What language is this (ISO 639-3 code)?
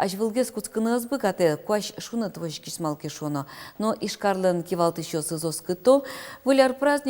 udm